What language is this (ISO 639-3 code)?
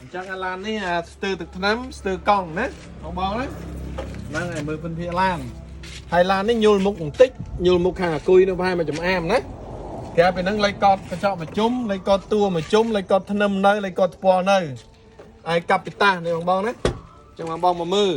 khm